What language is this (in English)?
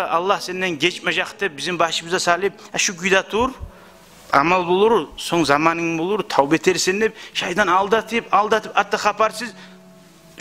Kumyk